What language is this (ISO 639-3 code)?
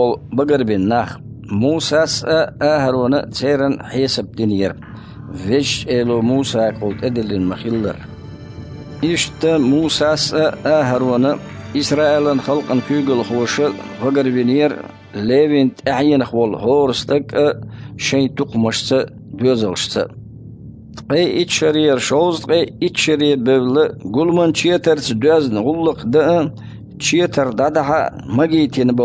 che